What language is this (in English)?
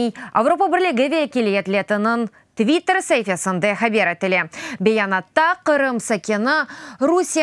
Crimean Tatar